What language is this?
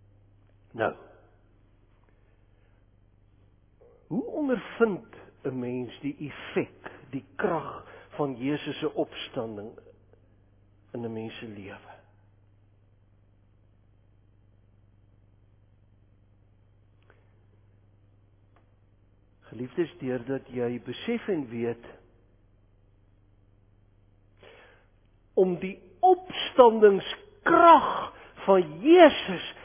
Afrikaans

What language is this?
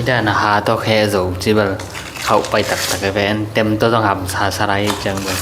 Tedim Chin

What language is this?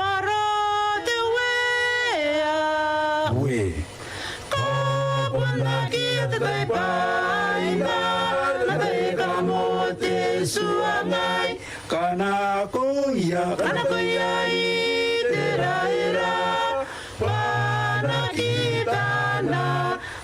Gilbertese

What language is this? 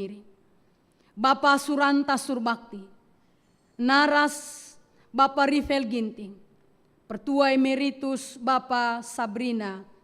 Batak Karo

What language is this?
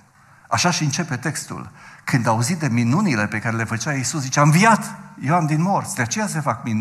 Romanian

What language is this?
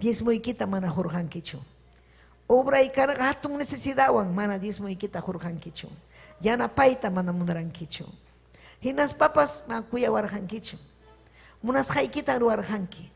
Ayacucho Quechua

